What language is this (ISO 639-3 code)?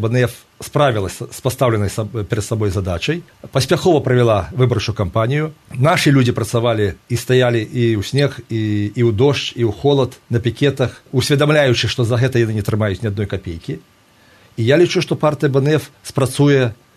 bel